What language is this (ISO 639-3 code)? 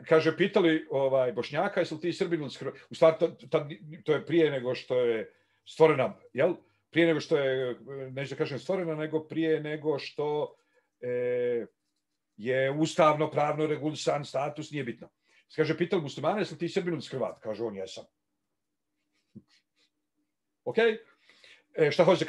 bos